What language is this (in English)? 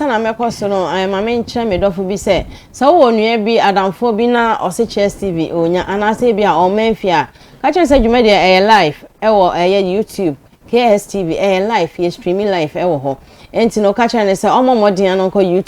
Akan